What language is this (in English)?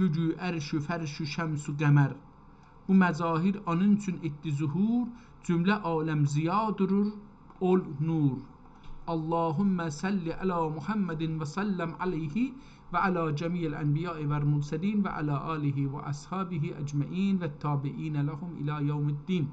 South Azerbaijani